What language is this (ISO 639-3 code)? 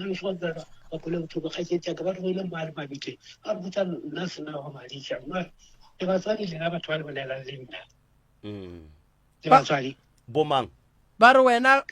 nso